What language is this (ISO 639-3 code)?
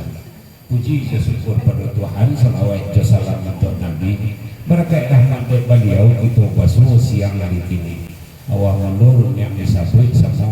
min